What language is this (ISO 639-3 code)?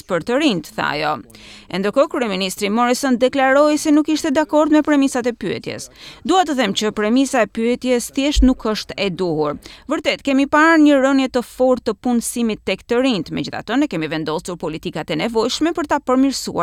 sqi